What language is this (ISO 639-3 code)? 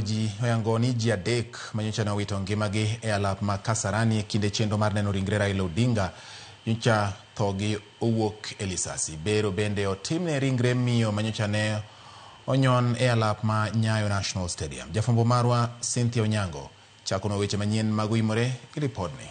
luo